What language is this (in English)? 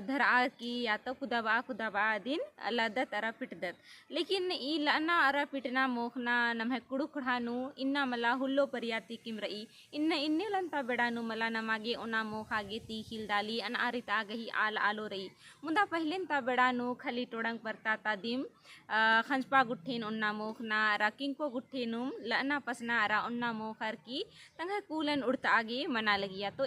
Kurukh